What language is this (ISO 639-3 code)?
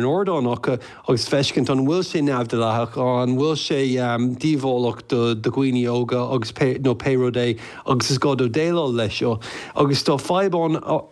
gle